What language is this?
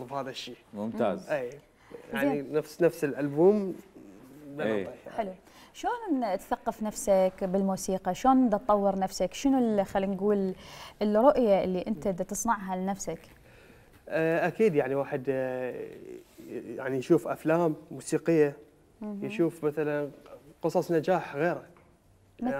Mesopotamian Arabic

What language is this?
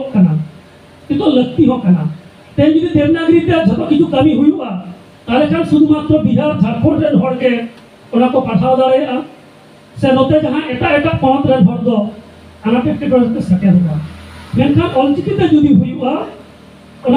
Santali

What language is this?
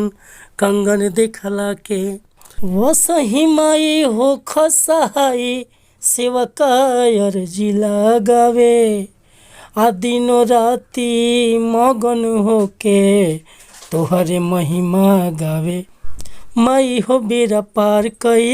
Bhojpuri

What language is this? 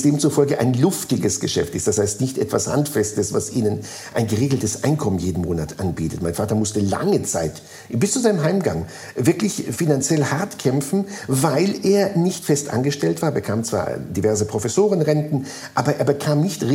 German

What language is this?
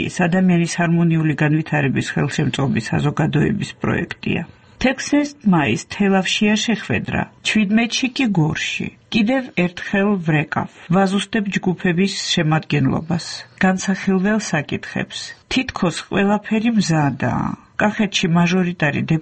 Georgian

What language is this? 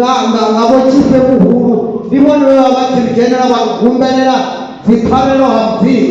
Venda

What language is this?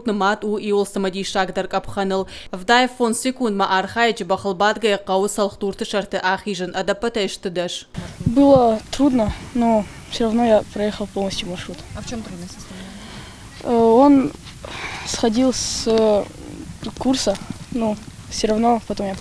Ossetic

